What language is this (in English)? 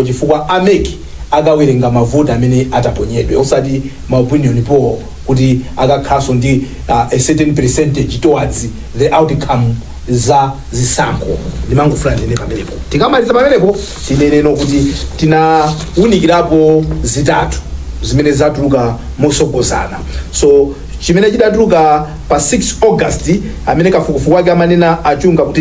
Nyanja